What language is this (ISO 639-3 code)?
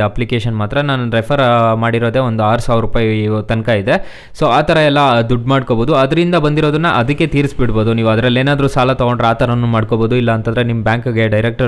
kan